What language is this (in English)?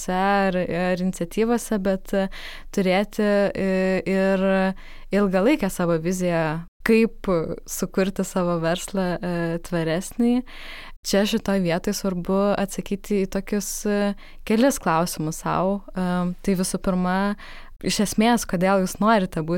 Lithuanian